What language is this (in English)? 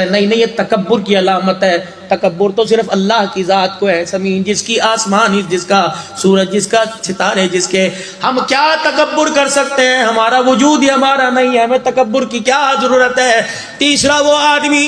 Urdu